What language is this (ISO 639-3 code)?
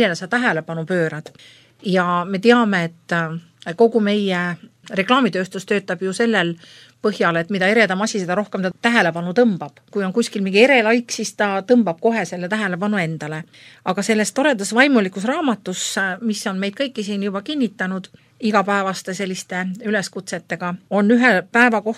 est